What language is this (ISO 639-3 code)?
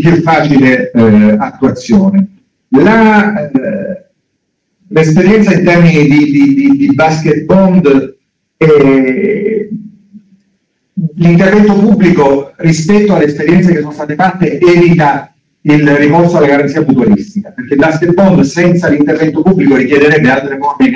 ita